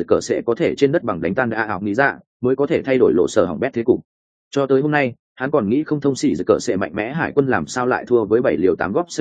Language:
Vietnamese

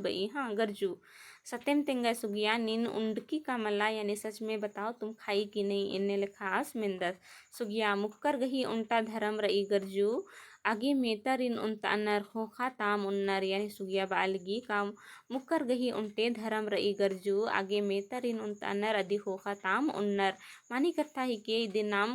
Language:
Kurukh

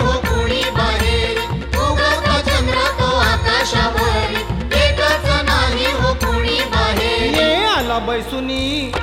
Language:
Marathi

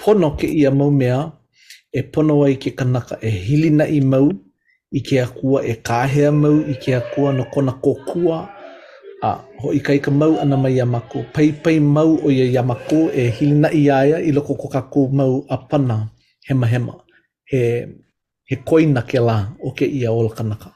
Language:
Hawaiian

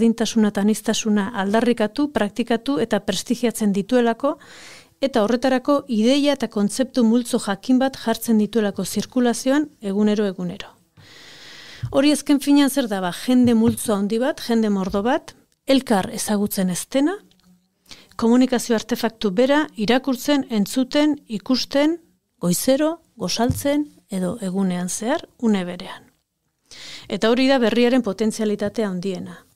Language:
Basque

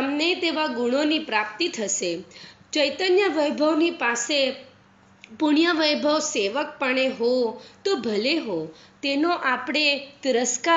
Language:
Gujarati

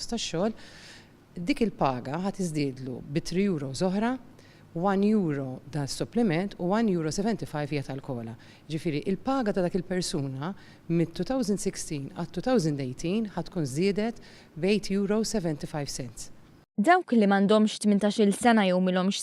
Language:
Maltese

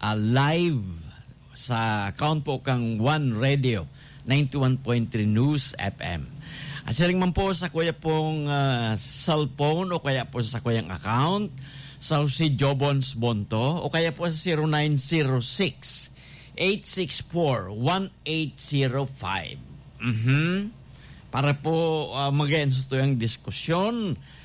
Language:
Bikol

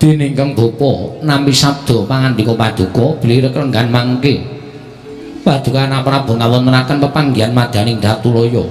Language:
Javanese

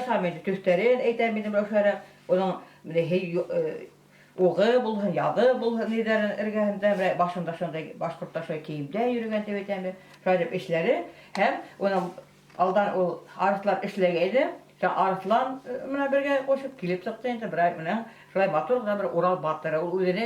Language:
Bashkir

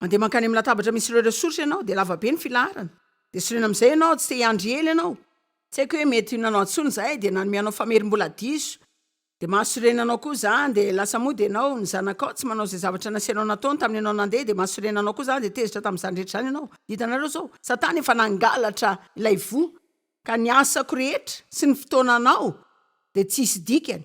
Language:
Malagasy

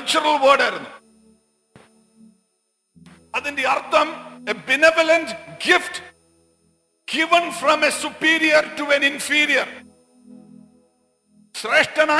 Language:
Malayalam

